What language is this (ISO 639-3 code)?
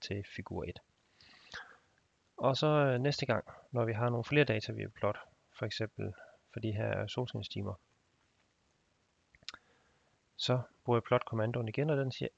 dan